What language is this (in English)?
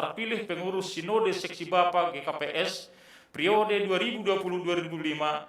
Batak Simalungun